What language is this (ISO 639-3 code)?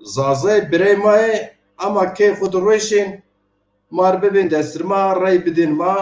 zza